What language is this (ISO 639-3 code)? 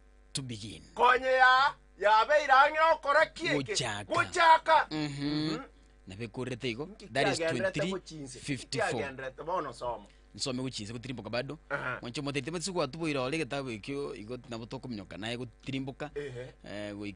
guz